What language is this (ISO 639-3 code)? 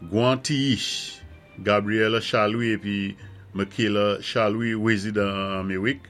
acf